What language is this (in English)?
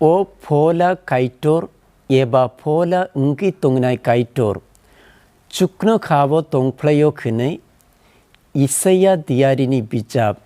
Kok Borok